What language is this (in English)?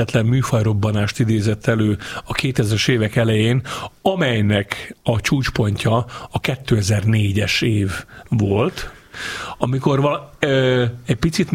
Hungarian